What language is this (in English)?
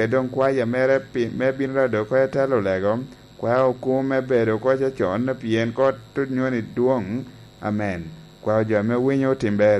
Lango (Uganda)